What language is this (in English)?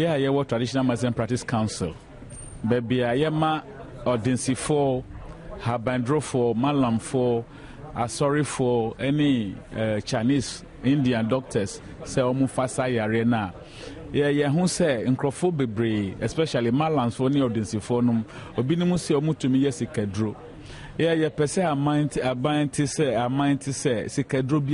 Akan